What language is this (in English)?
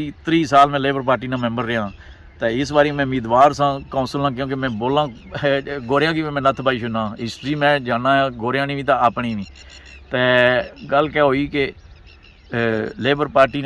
Pahari-Potwari